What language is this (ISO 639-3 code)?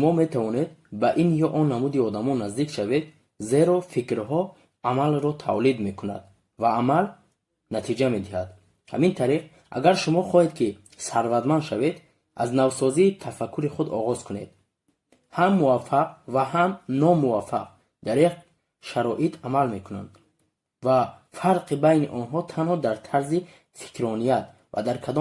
tgk